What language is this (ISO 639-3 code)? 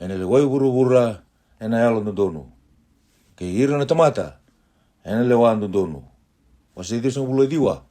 fij